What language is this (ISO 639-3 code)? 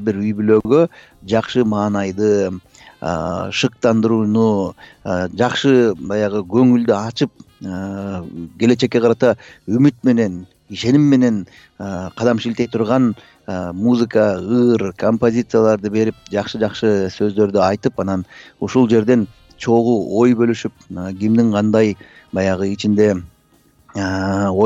kir